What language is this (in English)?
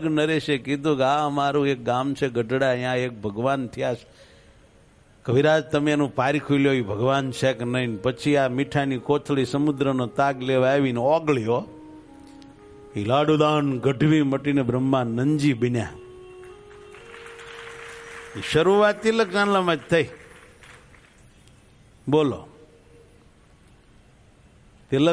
Gujarati